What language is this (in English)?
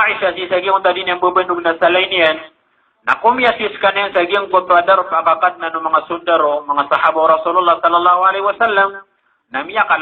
Maranao